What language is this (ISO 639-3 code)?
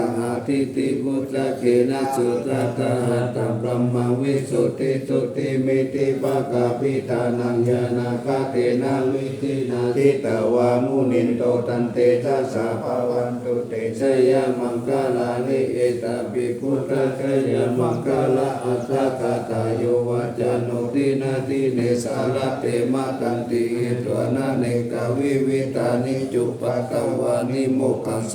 pli